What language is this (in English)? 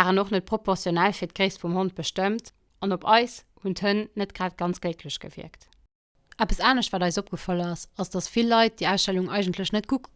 Luxembourgish